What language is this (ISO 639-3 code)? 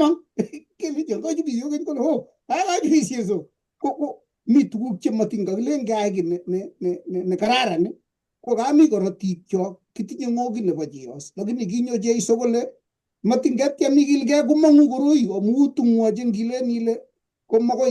kln